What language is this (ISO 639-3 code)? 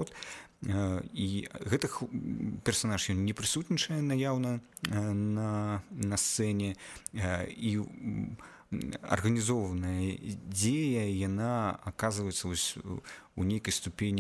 bel